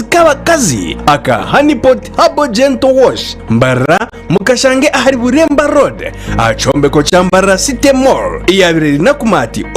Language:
Nyankole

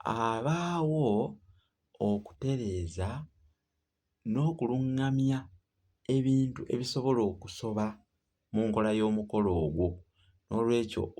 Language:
Ganda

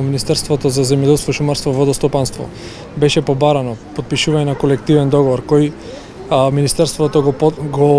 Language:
Macedonian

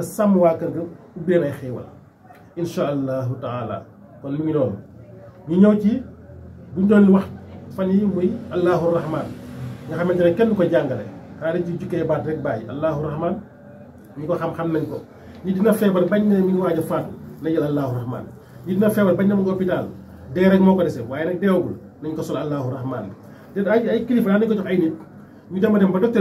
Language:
Wolof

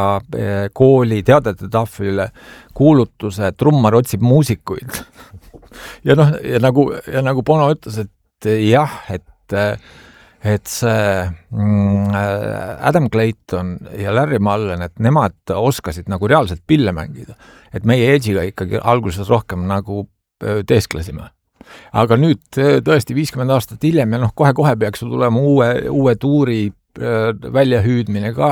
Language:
Estonian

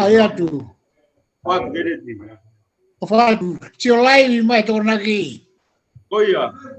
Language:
Tongan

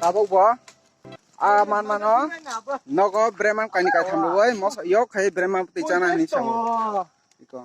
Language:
Kok Borok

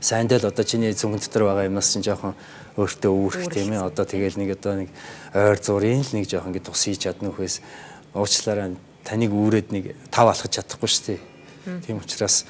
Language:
Mongolian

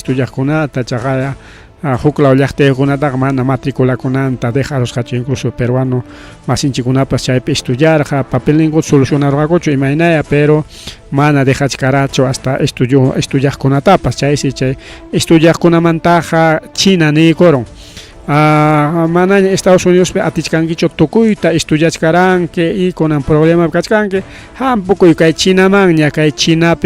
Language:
Ayacucho Quechua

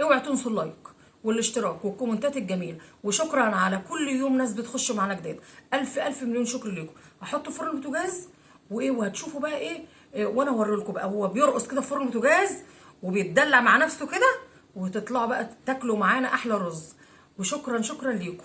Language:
Egyptian Arabic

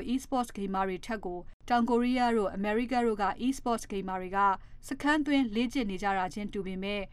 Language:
Burmese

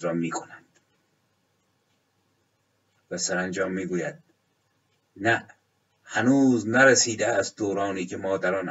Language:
Persian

